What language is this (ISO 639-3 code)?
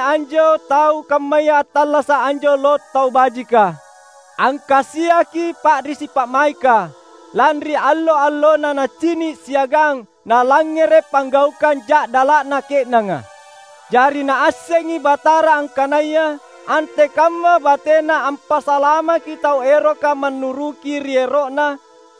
mak